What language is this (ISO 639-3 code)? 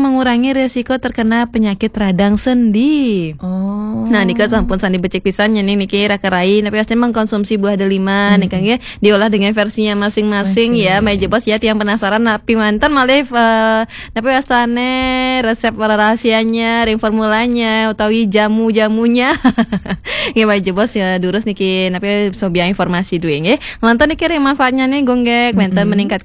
ban